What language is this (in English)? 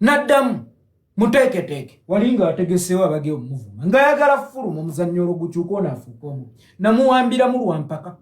Ganda